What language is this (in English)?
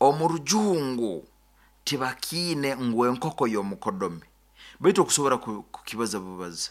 Nyoro